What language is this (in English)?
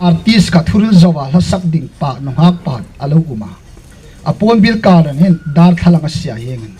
Hmar